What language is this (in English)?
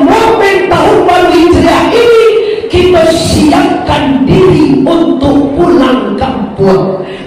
Minangkabau